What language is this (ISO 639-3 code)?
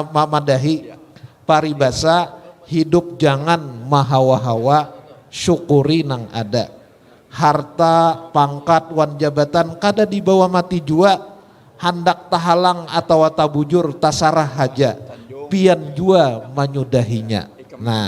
bjn